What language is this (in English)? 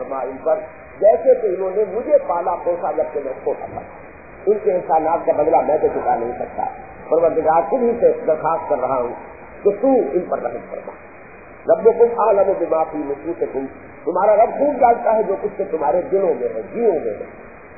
Urdu